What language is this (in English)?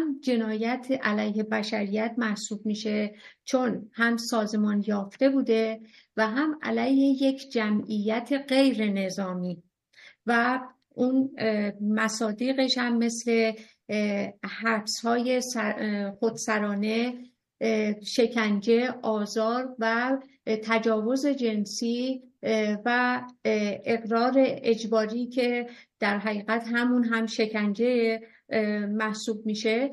Persian